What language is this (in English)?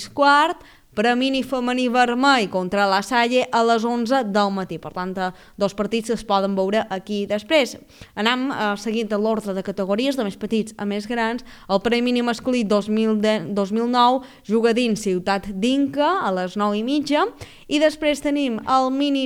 Catalan